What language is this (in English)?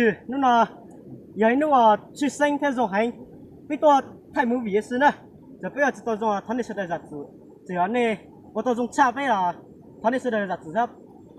Hmong